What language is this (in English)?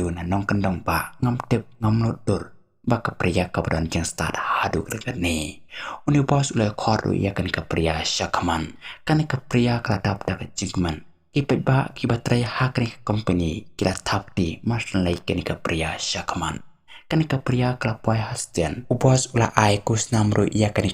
Khasi